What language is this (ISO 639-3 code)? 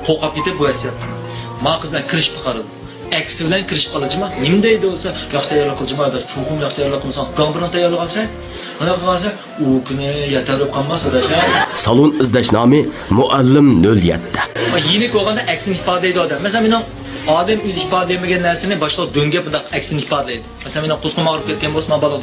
uig